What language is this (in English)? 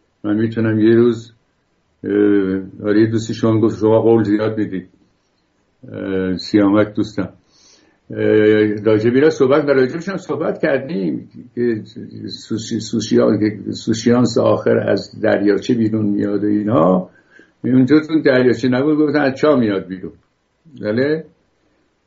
Persian